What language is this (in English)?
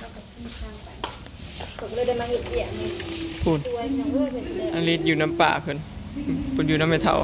Northeastern Thai